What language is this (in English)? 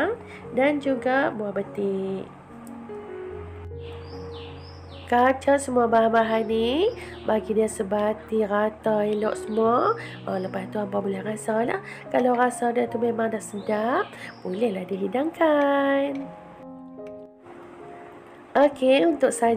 Malay